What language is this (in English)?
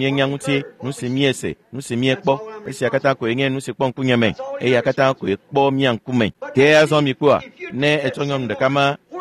Ewe